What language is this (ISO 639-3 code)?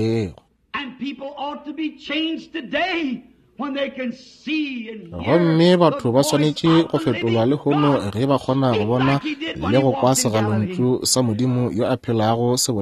nso